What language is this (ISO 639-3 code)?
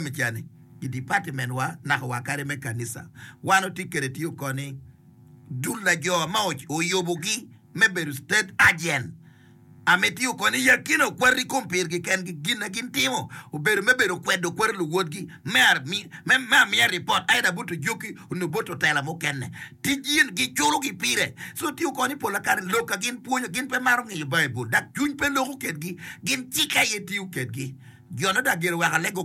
ach